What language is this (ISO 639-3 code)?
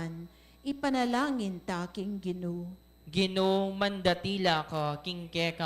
pam